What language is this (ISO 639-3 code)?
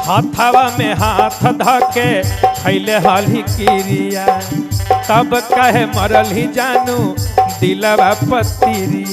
mag